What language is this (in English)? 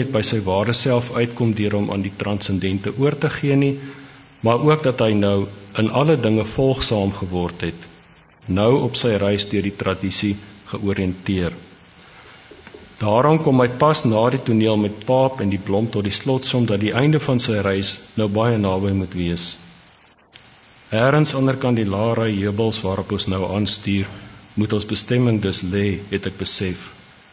Afrikaans